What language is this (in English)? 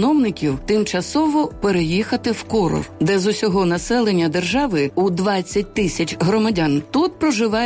Ukrainian